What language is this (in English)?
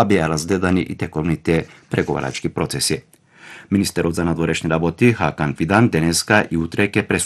Macedonian